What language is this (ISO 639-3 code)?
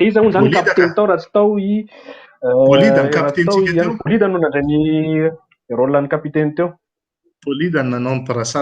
mlg